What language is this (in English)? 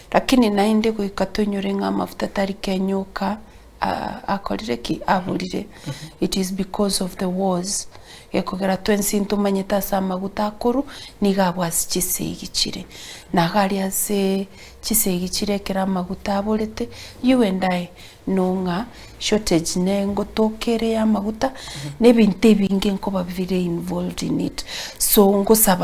Gusii